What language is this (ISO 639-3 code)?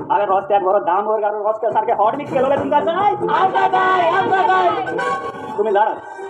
kok